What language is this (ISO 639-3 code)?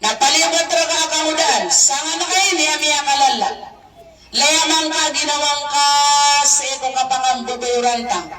mrw